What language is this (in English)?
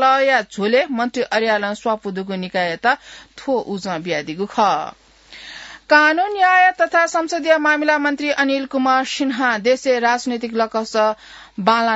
Newari